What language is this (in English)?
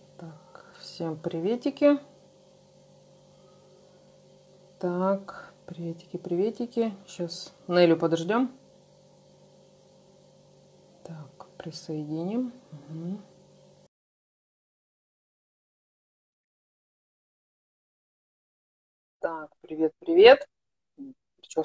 Russian